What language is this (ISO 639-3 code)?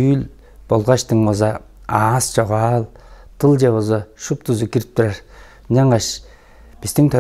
tyv